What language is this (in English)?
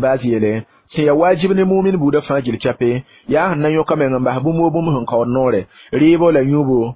Mossi